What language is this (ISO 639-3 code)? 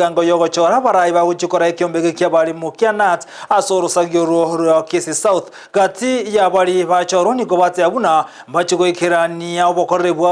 guz